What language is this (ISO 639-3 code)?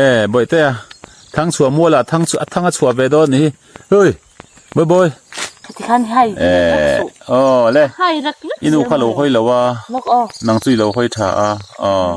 lus